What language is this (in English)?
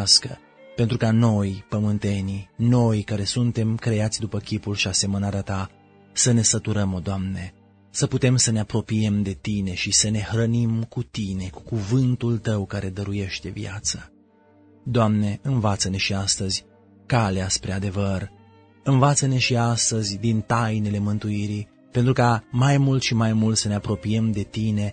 Romanian